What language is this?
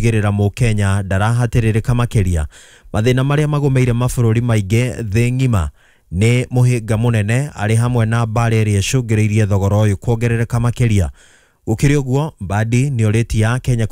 Kikuyu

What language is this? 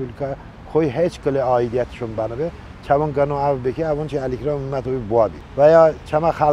Talysh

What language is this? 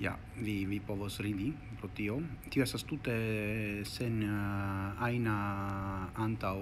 Esperanto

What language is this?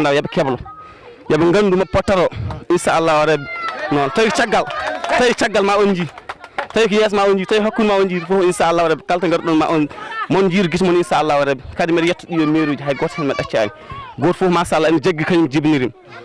Fula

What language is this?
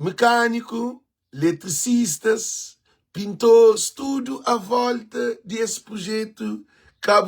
Kabuverdianu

